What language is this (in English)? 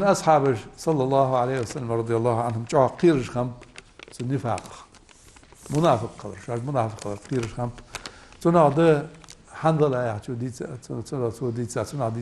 Ingush